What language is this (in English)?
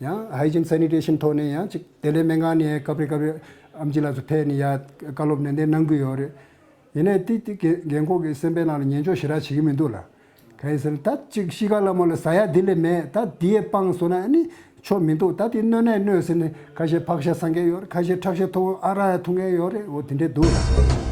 Tibetan